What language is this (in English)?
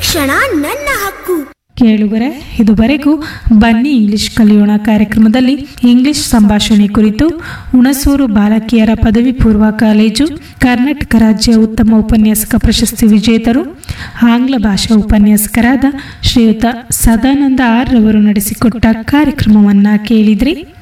Kannada